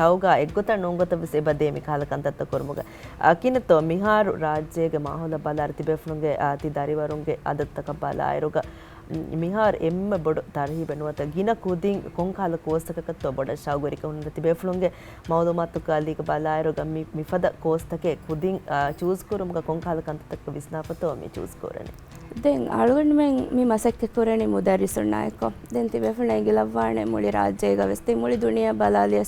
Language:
Divehi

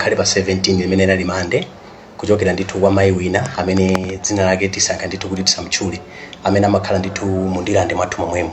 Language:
Nyanja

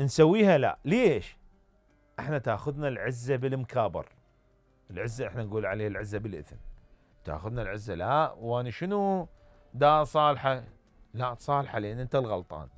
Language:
Mesopotamian Arabic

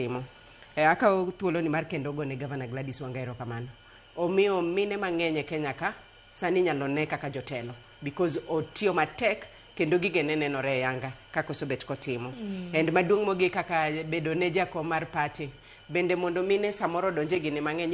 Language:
Luo (Kenya and Tanzania)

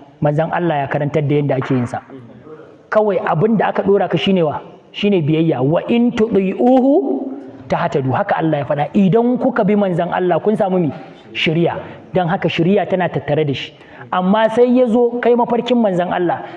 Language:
Hausa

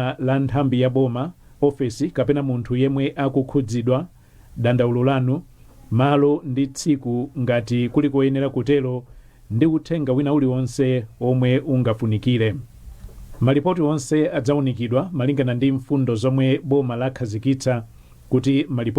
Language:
Nyanja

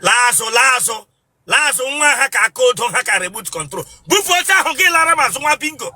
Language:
Igbo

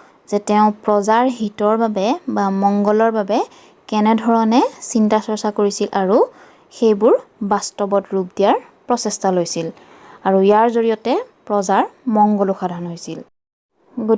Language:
Assamese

